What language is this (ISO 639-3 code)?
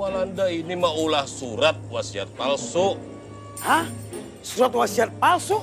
bjn